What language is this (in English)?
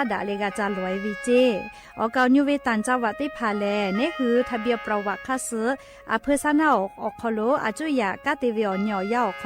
Lahu